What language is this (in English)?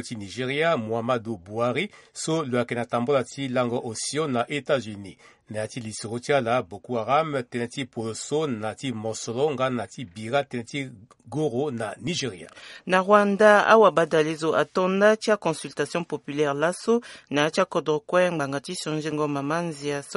Sango